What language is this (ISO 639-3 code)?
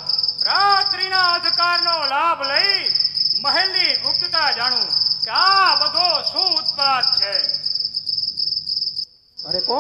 guj